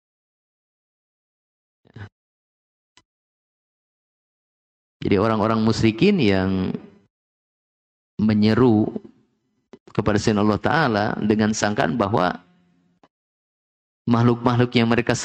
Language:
Indonesian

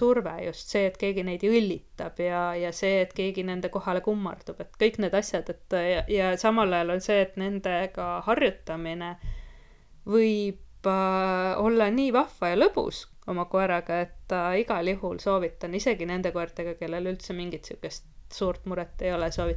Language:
Estonian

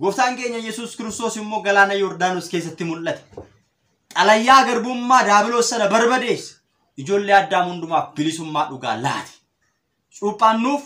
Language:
Oromo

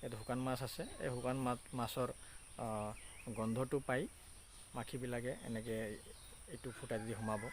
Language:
Assamese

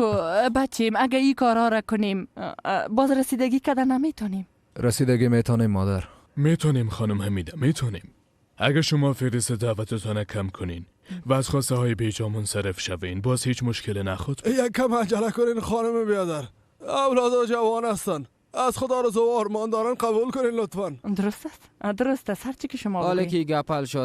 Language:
Persian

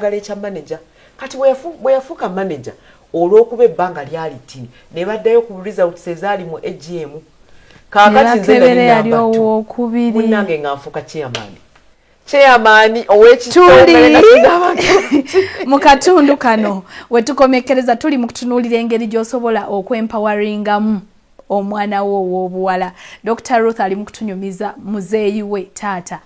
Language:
Ganda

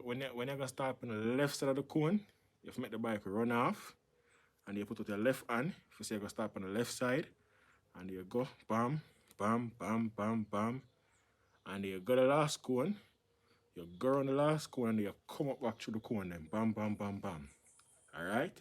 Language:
Jamaican Creole English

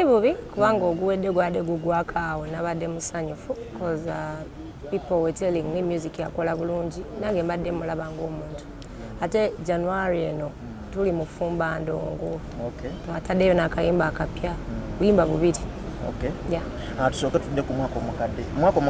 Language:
Ganda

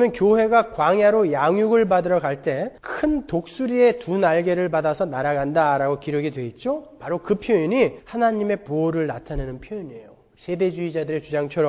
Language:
Korean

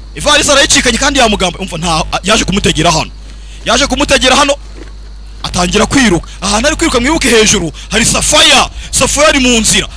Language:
Kinyarwanda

